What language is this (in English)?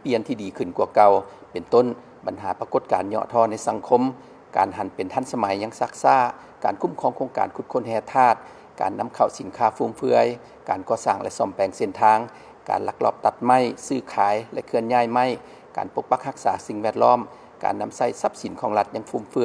Lao